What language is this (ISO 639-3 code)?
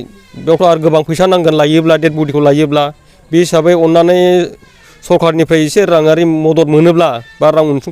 brx